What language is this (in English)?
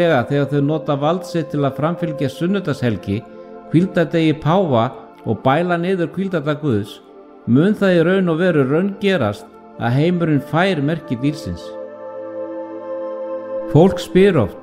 Icelandic